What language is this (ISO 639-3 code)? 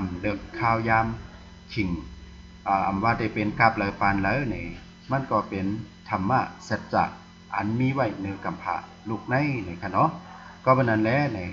shn